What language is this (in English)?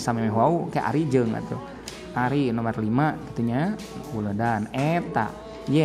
Sundanese